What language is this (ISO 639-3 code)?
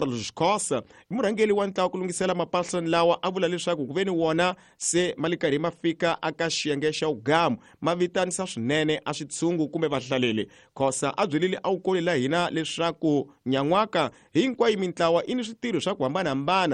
tso